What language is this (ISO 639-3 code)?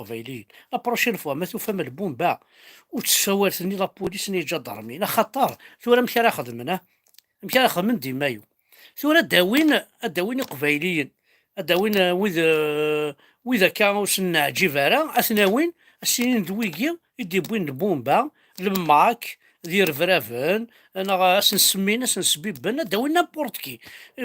kab